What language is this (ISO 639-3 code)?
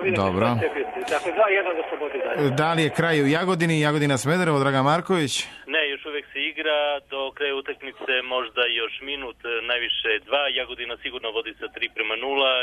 srp